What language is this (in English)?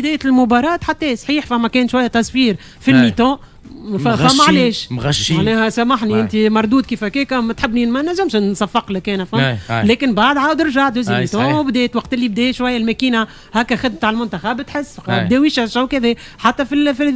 Tunisian Arabic